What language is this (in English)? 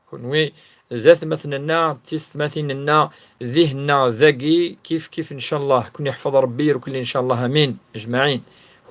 Kabyle